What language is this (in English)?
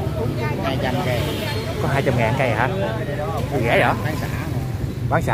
Vietnamese